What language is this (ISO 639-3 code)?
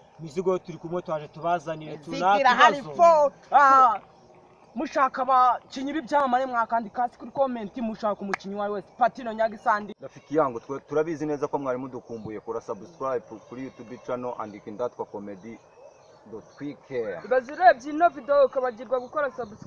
kin